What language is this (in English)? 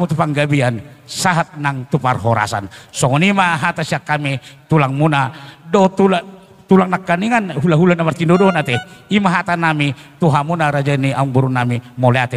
Batak Toba